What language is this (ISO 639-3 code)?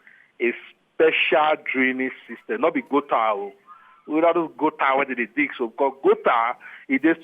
pcm